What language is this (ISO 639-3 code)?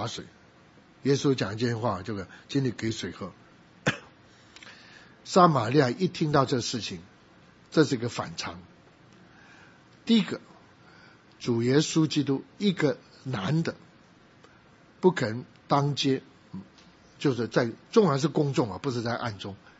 zho